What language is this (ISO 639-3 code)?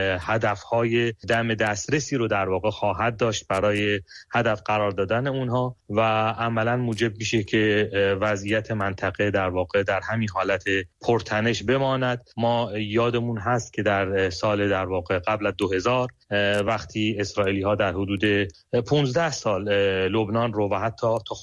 fas